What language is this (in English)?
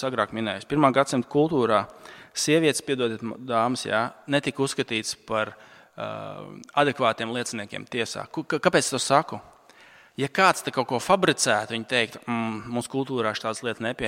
Latvian